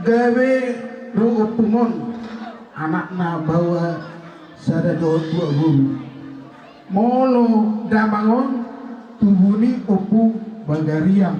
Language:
Batak Toba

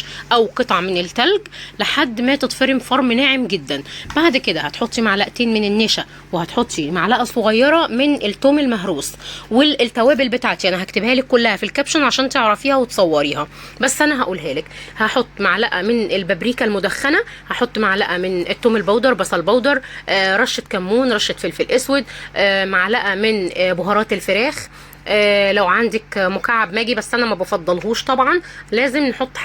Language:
Egyptian Arabic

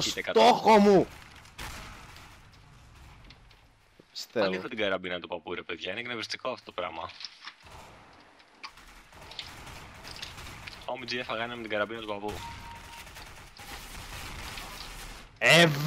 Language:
Greek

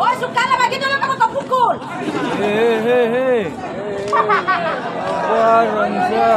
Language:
Ambonese Malay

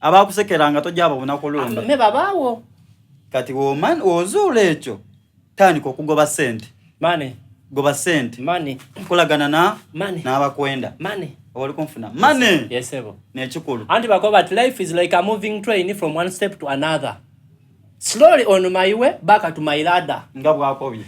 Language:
Soga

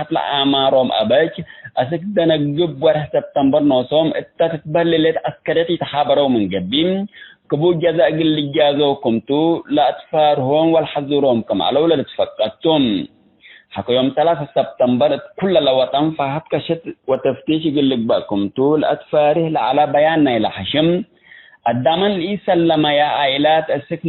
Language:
Tigre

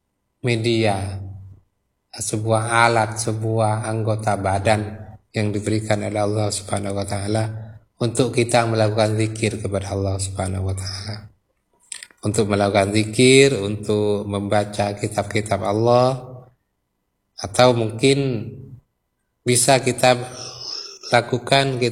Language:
Indonesian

